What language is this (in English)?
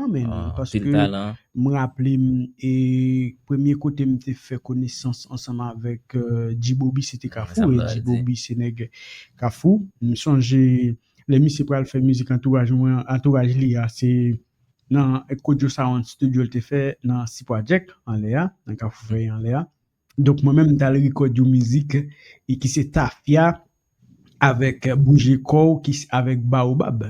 Haitian Creole